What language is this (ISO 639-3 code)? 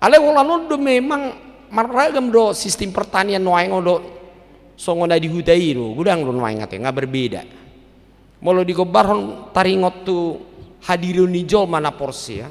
bbc